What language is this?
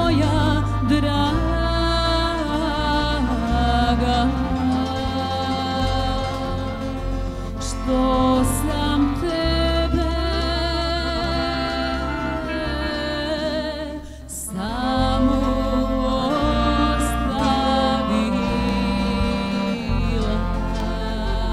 Serbian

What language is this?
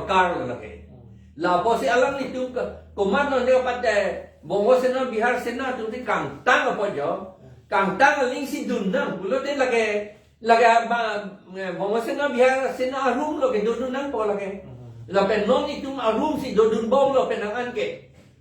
Karbi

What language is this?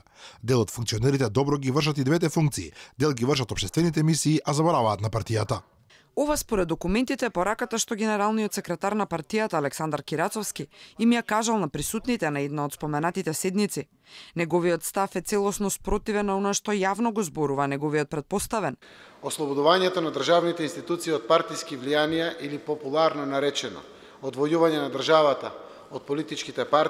Macedonian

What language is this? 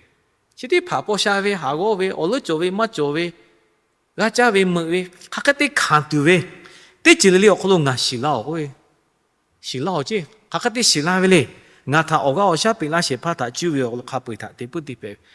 Lahu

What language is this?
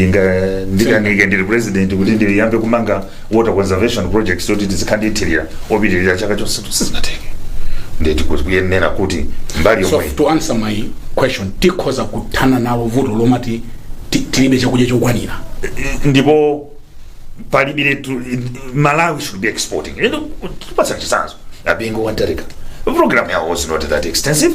Nyanja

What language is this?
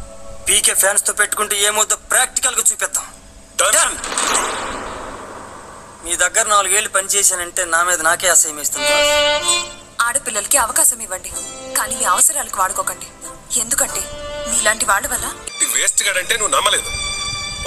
Telugu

